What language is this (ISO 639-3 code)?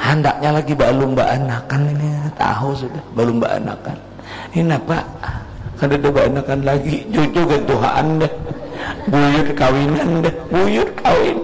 bjn